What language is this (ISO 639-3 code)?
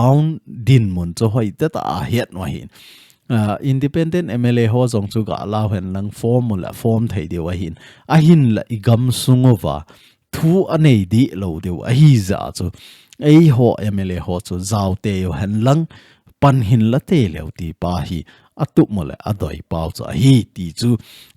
tcz